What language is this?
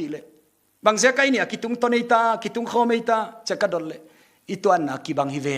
Paite Chin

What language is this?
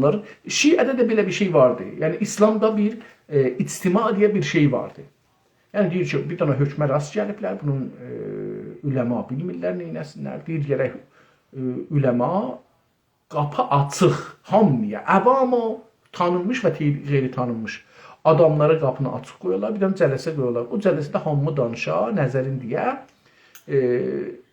South Azerbaijani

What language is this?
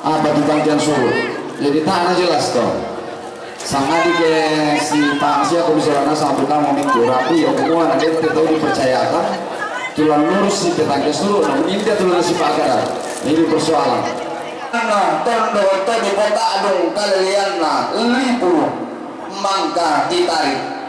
Toraja-Sa'dan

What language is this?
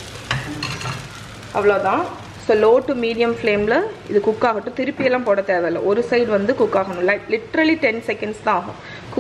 Tamil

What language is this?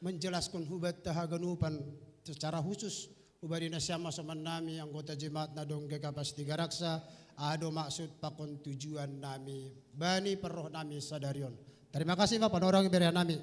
Batak Simalungun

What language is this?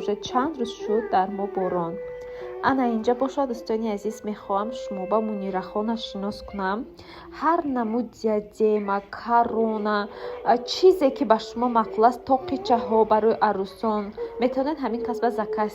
Tajik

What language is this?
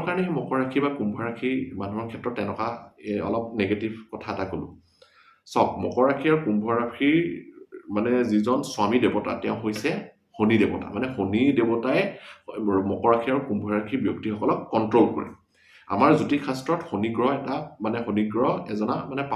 Assamese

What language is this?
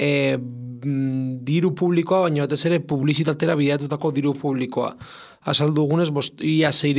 Basque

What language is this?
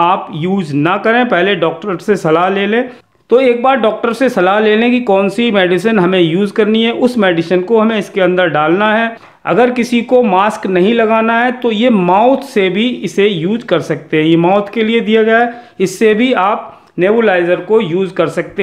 Hindi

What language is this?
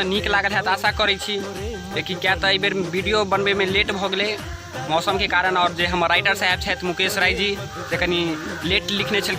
Maithili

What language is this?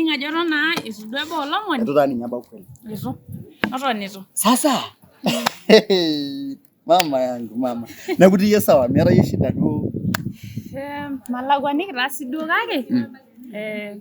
Masai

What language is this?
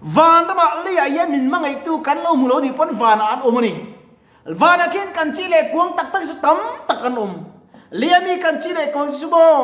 Mizo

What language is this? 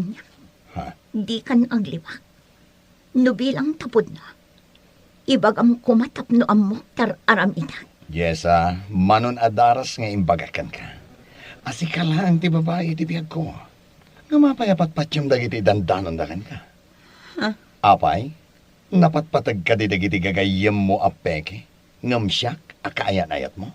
Iloko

